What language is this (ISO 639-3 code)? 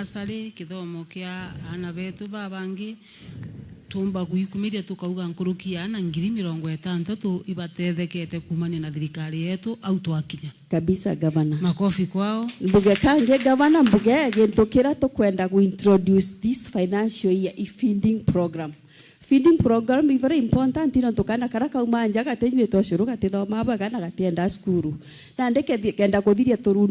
mer